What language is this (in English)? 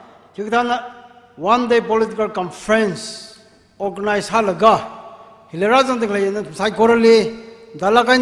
Tangkhul Naga (India)